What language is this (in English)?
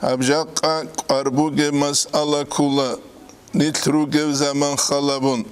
Avaric